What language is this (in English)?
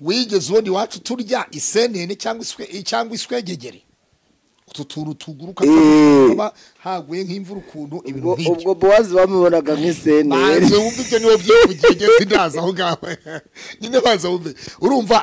Kinyarwanda